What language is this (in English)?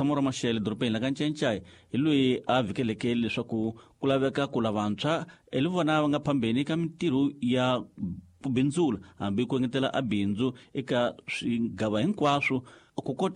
Tsonga